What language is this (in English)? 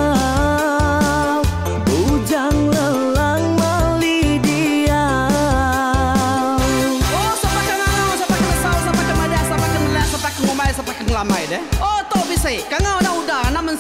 Iban